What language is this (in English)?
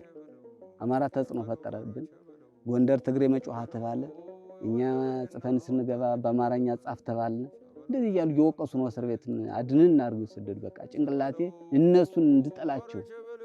Amharic